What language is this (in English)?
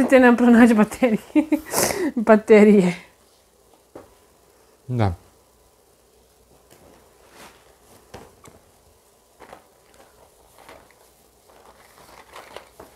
Croatian